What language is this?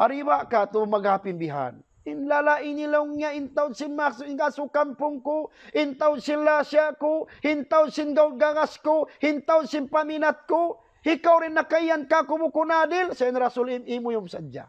Tausug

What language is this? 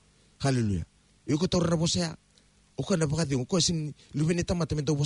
Fijian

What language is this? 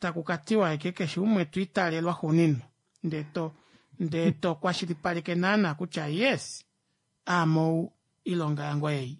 Kuanyama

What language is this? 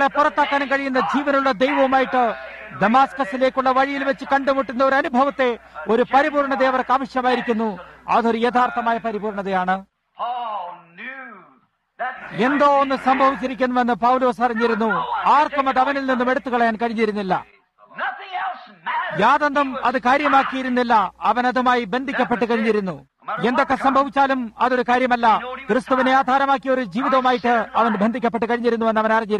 Malayalam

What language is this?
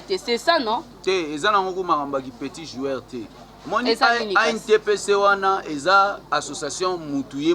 Lingala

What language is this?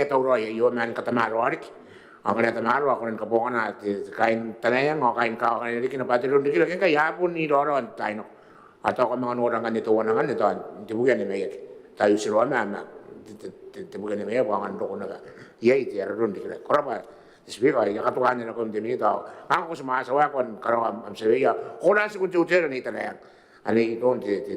Gilbertese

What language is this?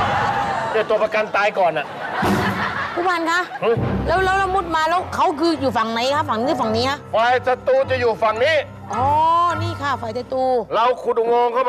Thai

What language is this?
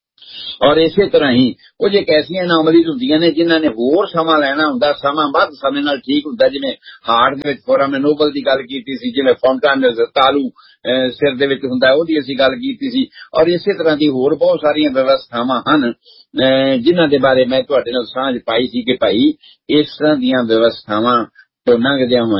Punjabi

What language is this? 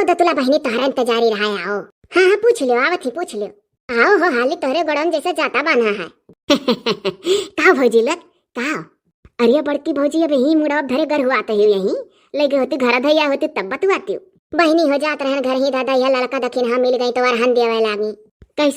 Awadhi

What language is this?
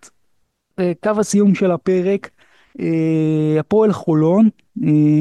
Hebrew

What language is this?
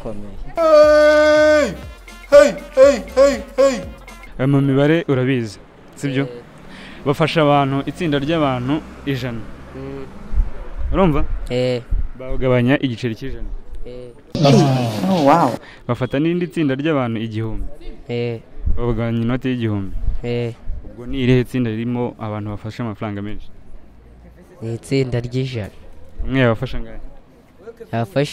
Kinyarwanda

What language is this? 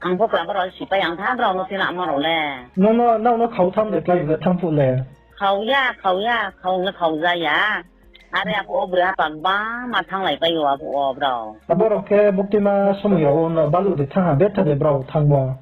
Riang (India)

